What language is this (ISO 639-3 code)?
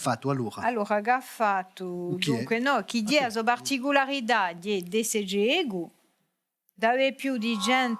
cos